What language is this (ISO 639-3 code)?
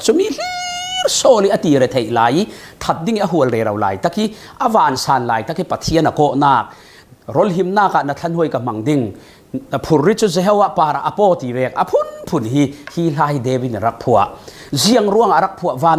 cfm